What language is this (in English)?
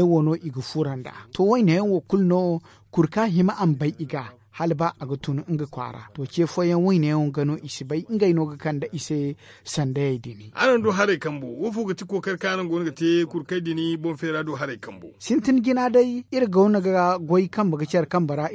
Zarma